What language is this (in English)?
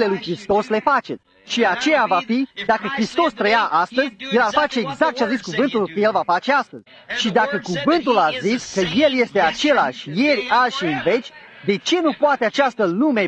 Romanian